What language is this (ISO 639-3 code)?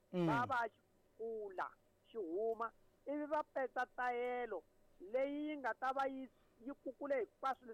tso